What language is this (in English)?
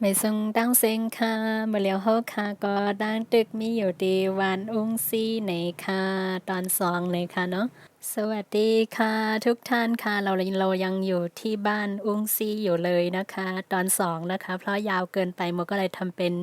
Shan